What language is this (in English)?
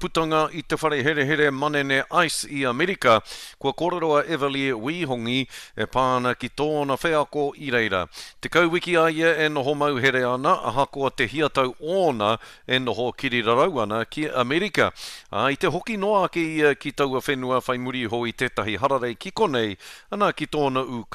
Māori